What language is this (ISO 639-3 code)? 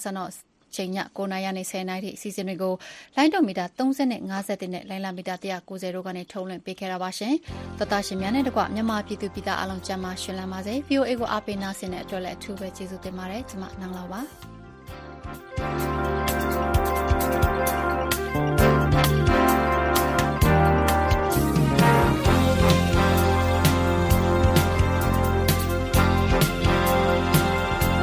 mya